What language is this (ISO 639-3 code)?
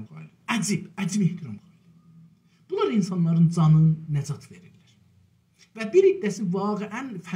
azb